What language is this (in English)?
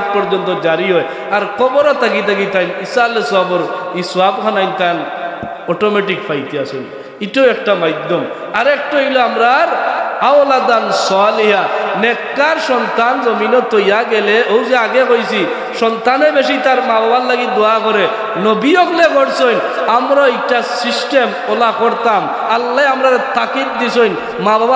Sylheti